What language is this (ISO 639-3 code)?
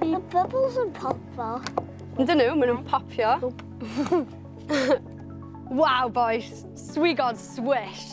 cym